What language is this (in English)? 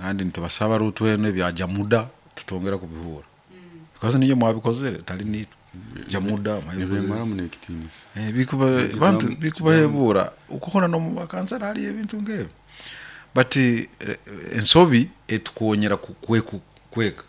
Nyoro